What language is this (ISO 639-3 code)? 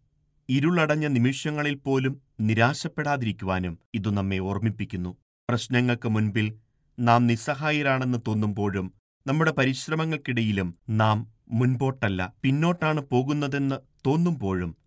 mal